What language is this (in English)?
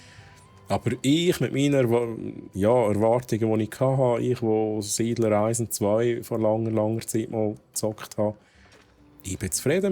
Swiss German